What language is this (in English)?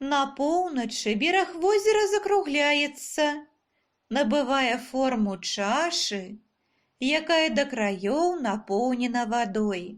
Belarusian